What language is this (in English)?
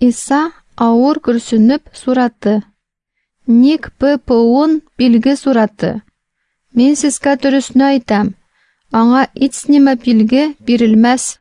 Tatar